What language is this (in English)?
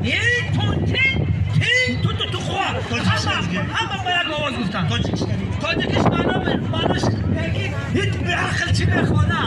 Tajik